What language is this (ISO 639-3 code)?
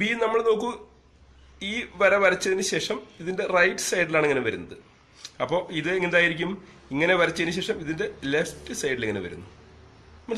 mal